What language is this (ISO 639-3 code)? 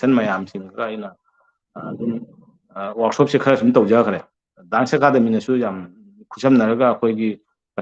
mni